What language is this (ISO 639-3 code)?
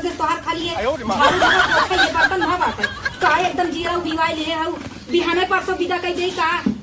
awa